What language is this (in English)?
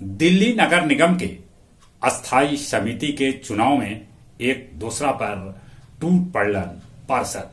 Magahi